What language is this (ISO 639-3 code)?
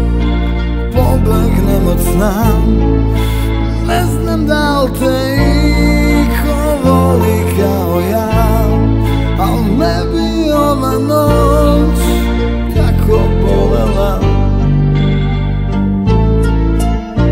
srp